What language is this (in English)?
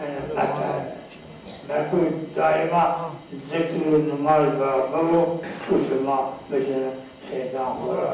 Zaza